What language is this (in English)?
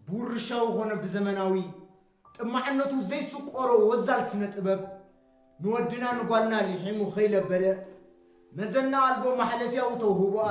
Tigrinya